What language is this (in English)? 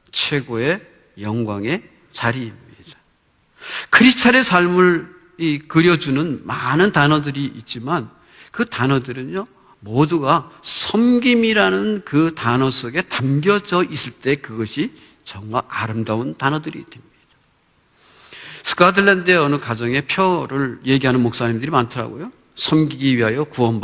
Korean